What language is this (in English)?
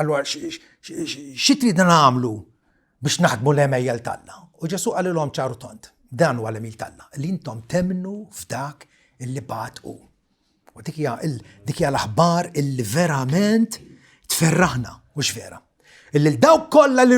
Maltese